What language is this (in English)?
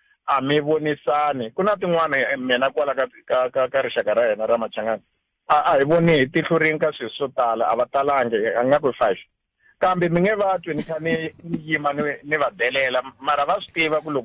Tsonga